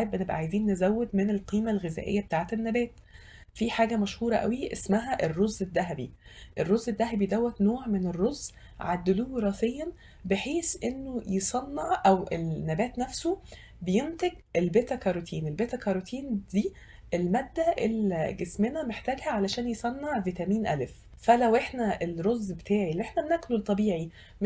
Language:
Egyptian Arabic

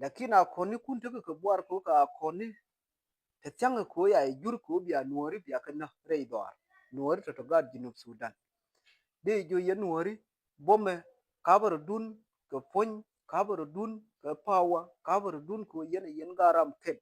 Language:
Nuer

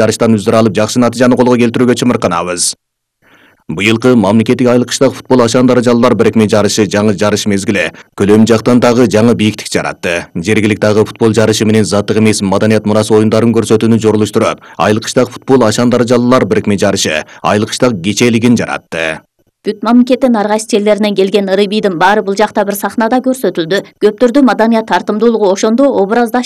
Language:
Kyrgyz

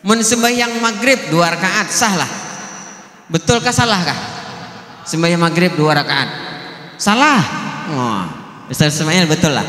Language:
Banjar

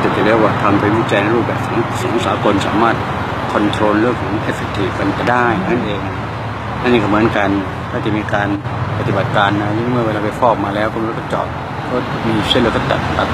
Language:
Thai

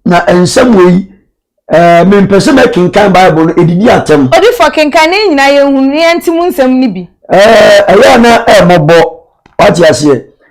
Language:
Akan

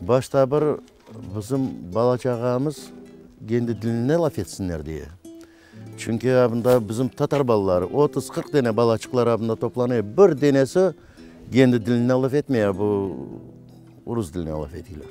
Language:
Crimean Tatar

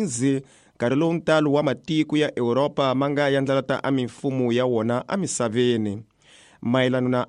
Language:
Tsonga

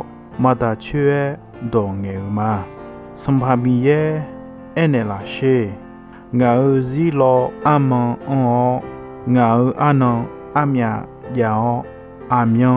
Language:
Akha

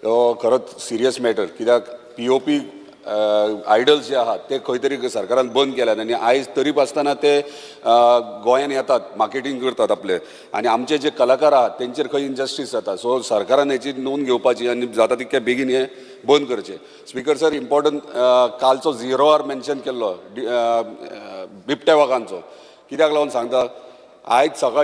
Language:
Konkani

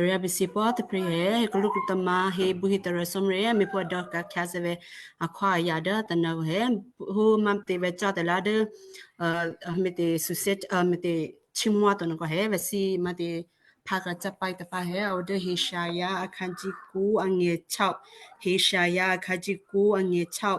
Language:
Western Kayah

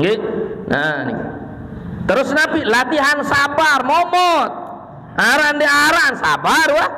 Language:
Sasak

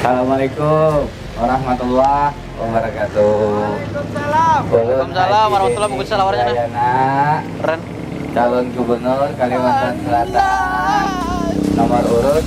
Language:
Banjar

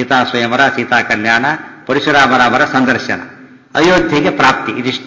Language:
Kannada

